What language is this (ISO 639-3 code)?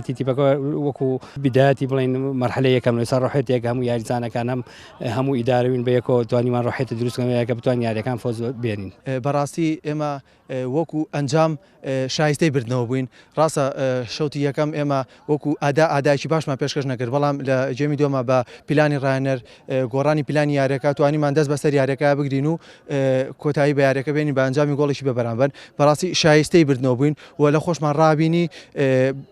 ckb